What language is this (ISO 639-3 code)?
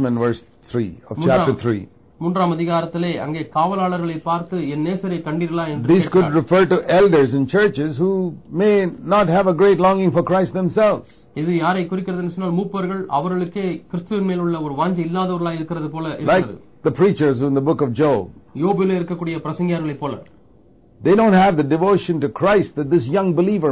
tam